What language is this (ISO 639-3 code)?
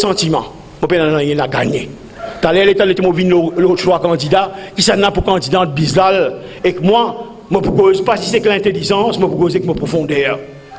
mfe